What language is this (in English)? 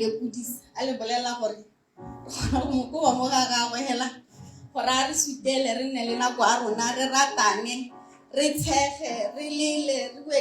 Tswana